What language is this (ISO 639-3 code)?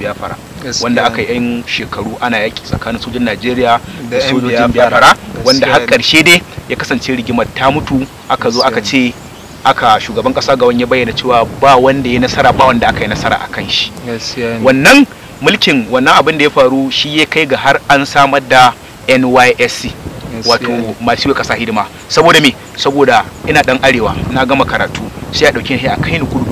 hau